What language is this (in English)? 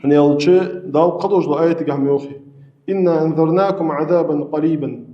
Ingush